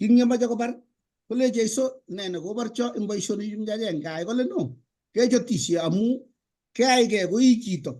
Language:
Kalenjin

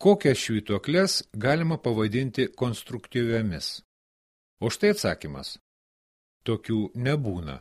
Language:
Lithuanian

